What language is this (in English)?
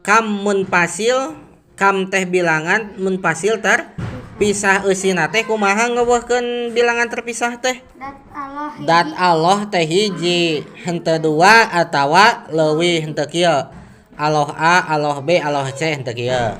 Sundanese